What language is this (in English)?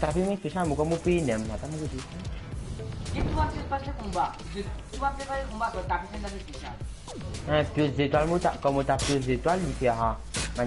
Morisyen